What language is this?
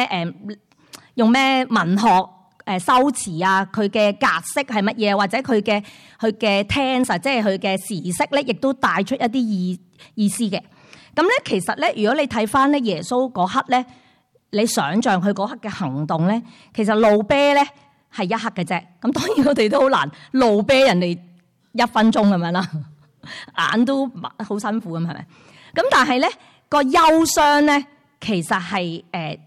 Cantonese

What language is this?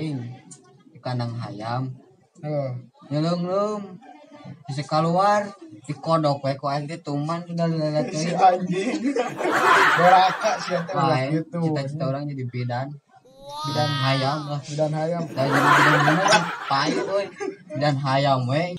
Sundanese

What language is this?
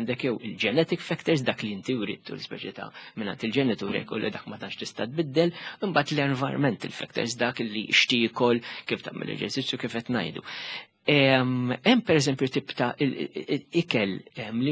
Maltese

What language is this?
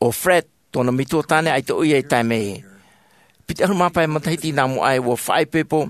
Tahitian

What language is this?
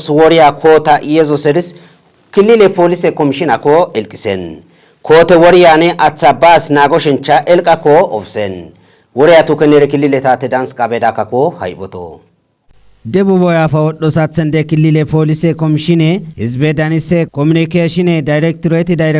Kafa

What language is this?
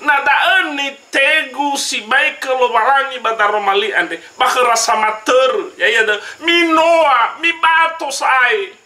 Nias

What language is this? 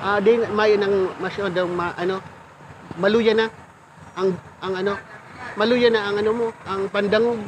Bikol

